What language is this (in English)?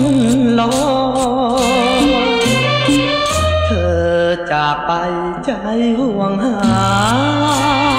Thai